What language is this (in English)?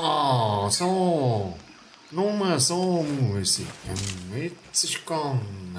Swiss German